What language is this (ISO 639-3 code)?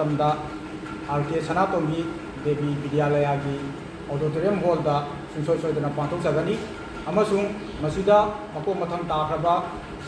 mni